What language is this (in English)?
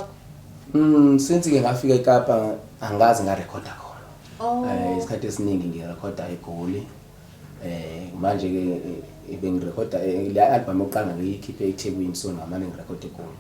Zulu